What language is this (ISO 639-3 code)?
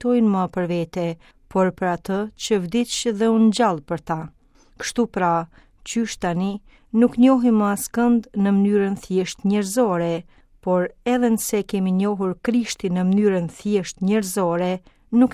sqi